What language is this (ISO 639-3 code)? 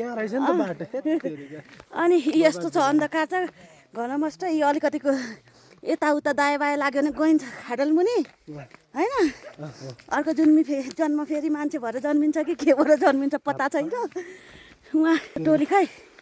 nep